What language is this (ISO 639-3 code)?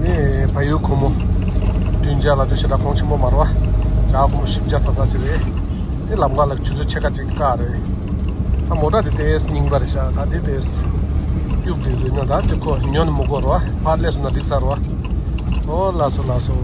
bod